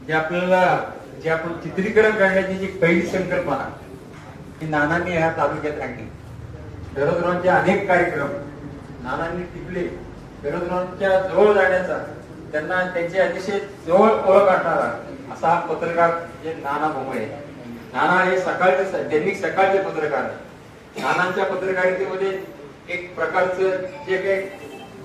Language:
Marathi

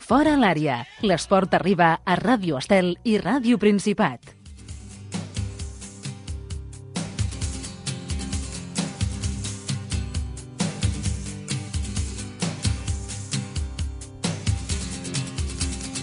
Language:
Catalan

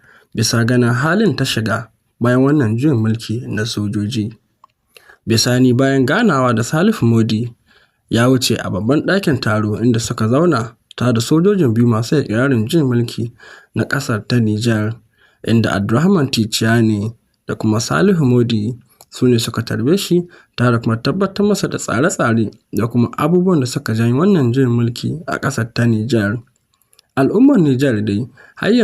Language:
Hausa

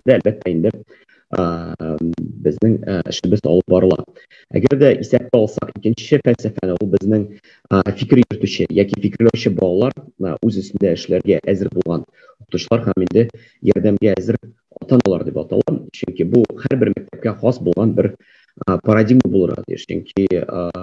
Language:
Tatar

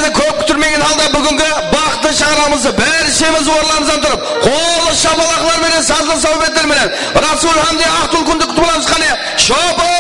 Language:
Kara-Kalpak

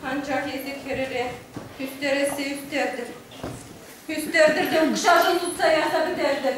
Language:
Chuvash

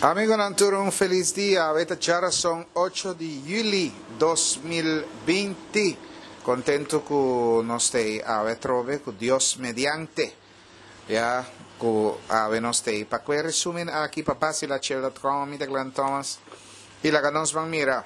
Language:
Papiamento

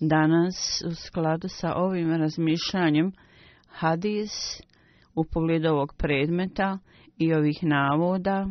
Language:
Bosnian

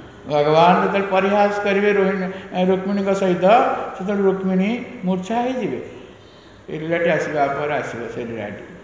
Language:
Odia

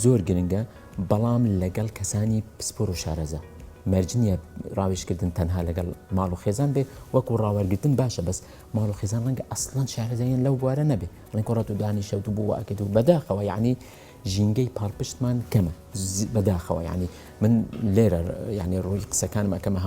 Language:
Central Kurdish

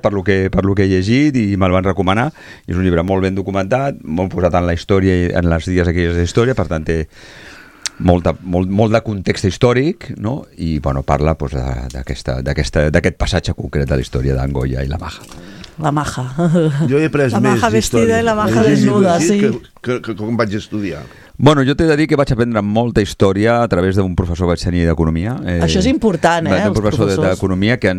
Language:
Catalan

